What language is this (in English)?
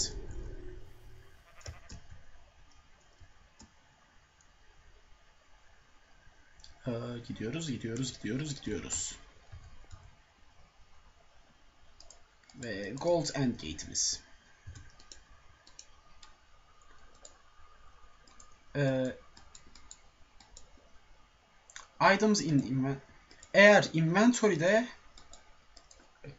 Turkish